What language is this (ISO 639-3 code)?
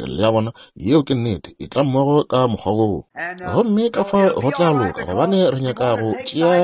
nso